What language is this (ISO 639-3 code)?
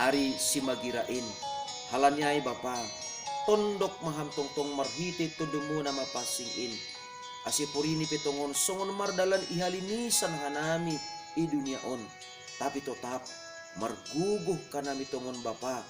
bts